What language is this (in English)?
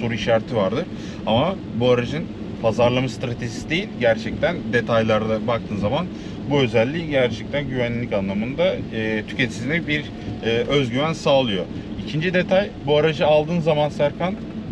Turkish